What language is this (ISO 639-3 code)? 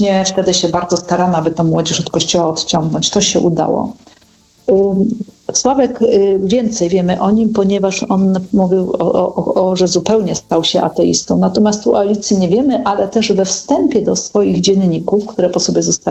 pol